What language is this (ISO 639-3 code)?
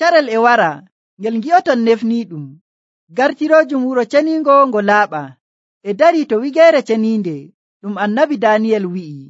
fuv